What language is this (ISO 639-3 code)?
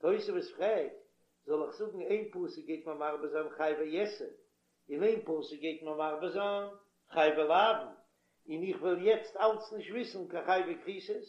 yid